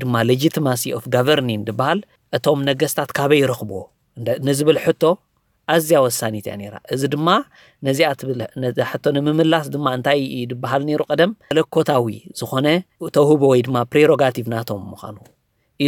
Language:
Tigrinya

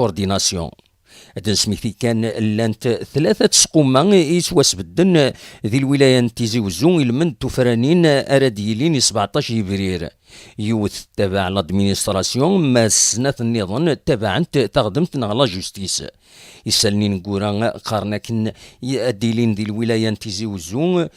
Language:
Kabyle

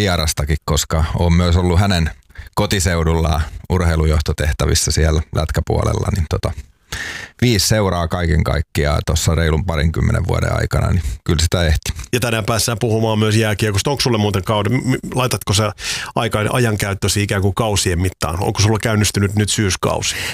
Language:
Finnish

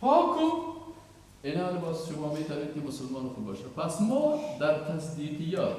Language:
Persian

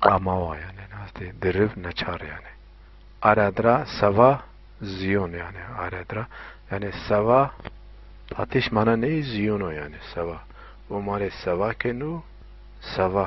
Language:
Zaza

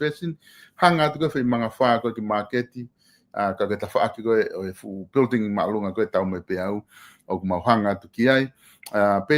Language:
Tongan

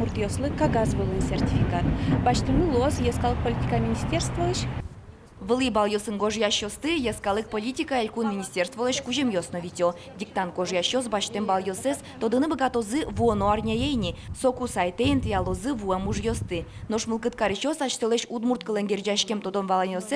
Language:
Udmurt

